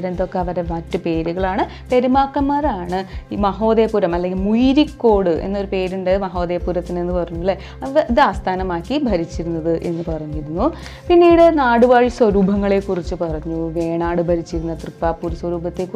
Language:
Malayalam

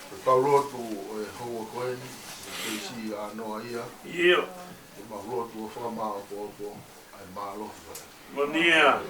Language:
Tongan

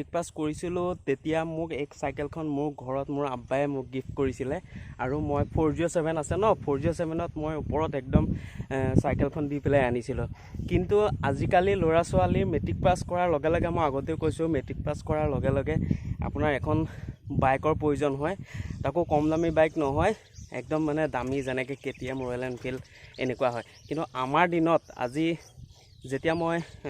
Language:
Assamese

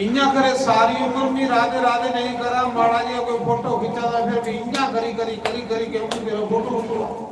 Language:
Dogri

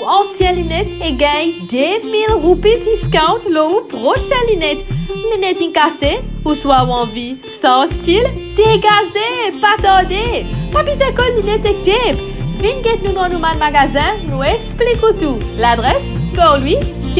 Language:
Morisyen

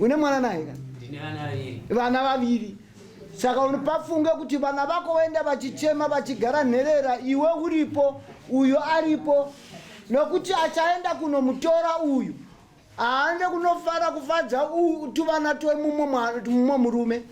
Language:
Shona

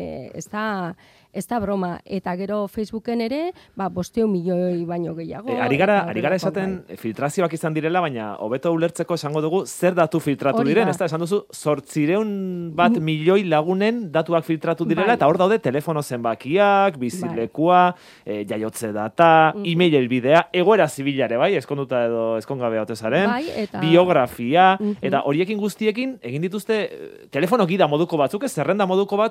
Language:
Basque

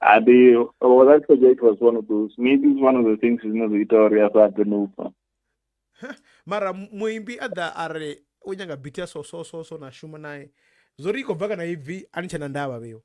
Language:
Venda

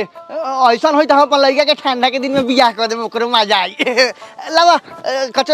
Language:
Magahi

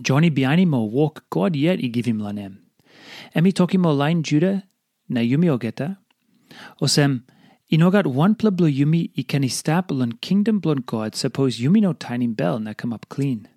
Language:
Tok Pisin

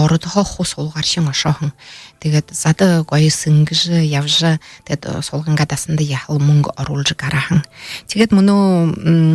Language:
Buriat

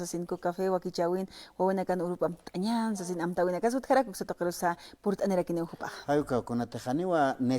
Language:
Aymara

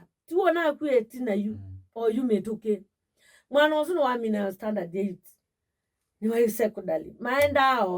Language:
Kamba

